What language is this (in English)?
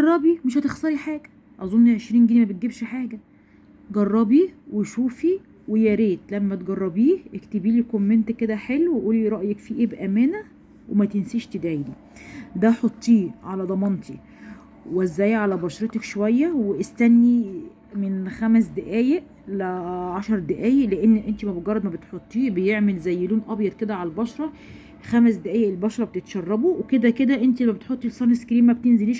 Egyptian Arabic